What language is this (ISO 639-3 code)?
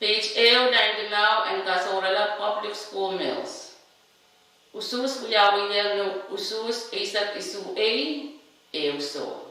pon